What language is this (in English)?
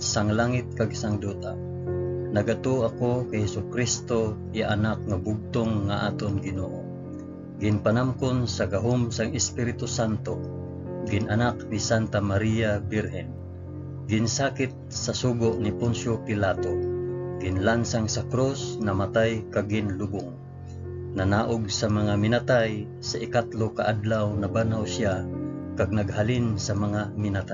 Hiligaynon